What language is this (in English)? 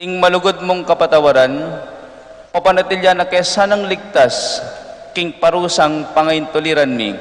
Pampanga